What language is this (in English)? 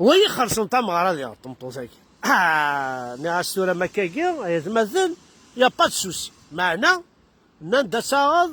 Kabyle